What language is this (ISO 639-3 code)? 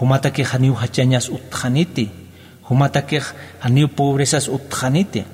aym